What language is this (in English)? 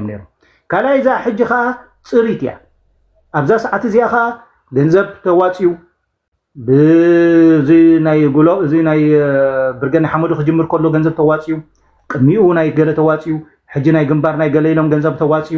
Tigrinya